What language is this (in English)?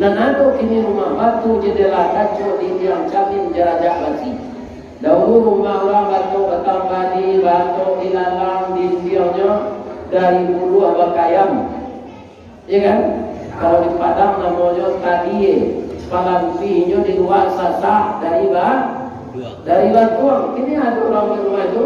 Minangkabau